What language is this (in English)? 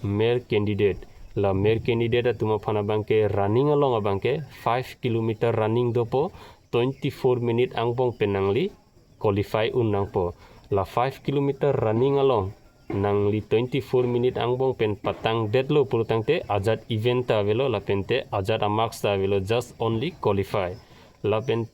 Karbi